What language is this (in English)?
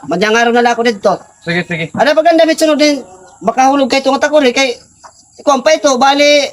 Waray